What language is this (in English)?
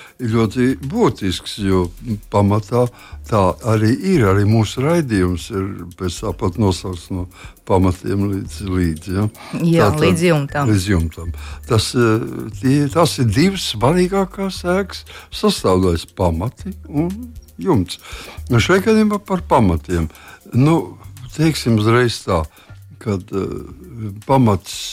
Latvian